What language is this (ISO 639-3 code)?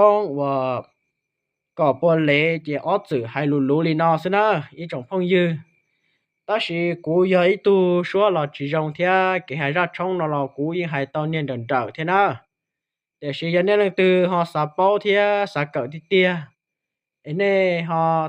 hmn